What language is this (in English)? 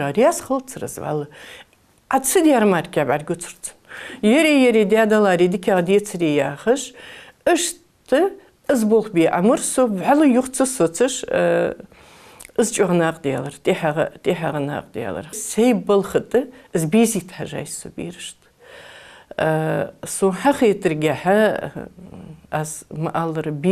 Ingush